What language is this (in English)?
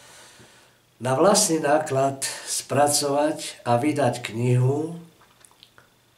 Slovak